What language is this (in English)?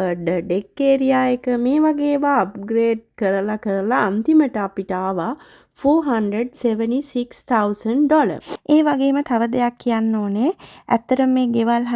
Sinhala